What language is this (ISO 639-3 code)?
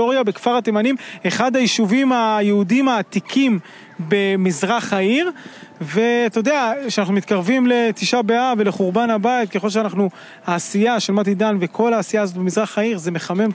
heb